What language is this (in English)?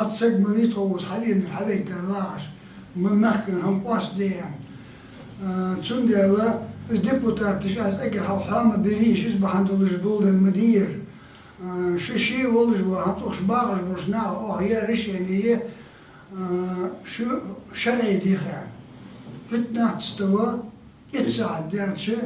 Ingush